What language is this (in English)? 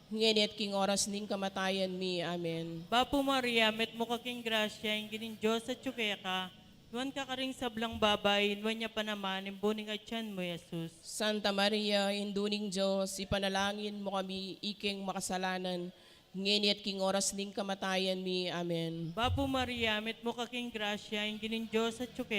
Pampanga